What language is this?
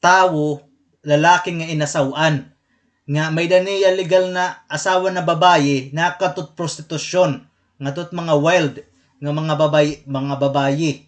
Waray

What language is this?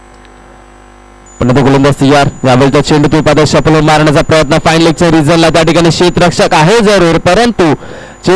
Marathi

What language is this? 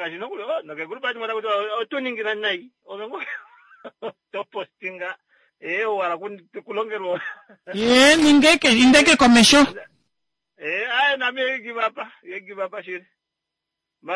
Kuanyama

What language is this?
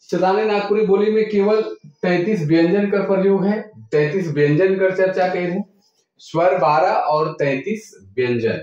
Sadri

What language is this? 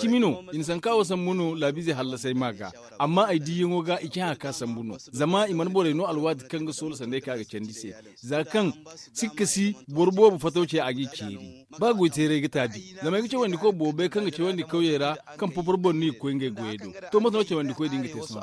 Zarma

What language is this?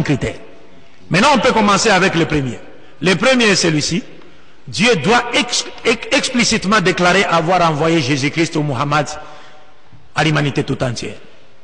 French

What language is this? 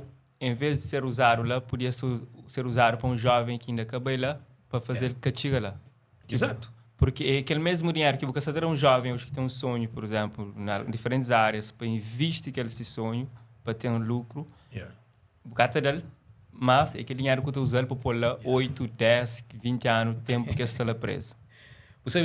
Kabuverdianu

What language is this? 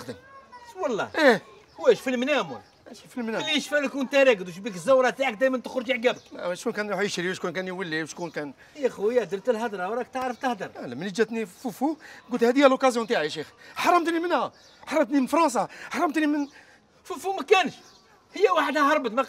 Algerian Arabic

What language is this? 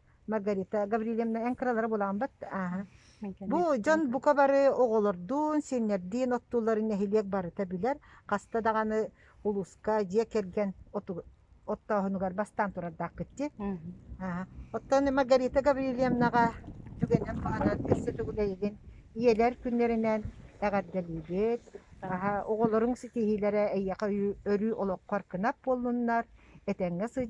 Yakut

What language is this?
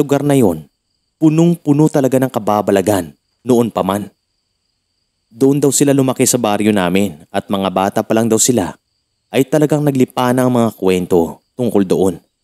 Filipino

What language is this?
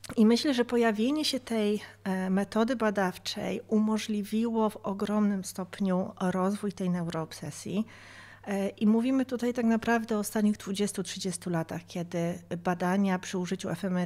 Polish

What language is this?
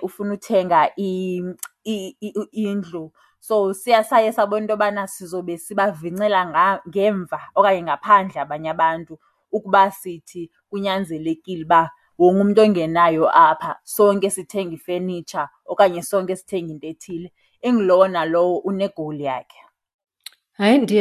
Xhosa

